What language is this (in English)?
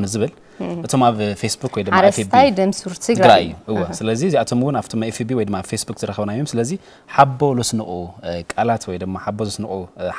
Tigrinya